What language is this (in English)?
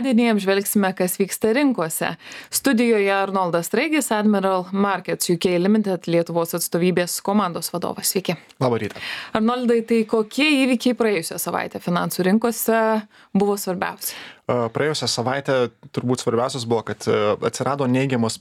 Lithuanian